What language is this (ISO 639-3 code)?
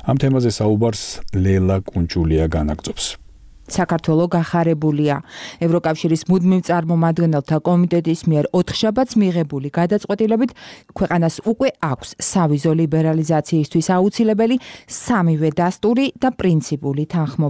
kat